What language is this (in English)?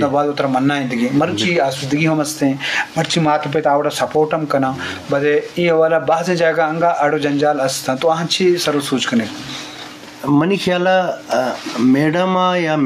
Eastern Balochi